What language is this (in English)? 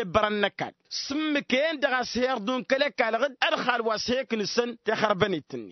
Tamasheq